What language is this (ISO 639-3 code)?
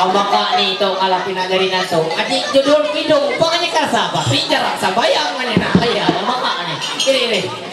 mhy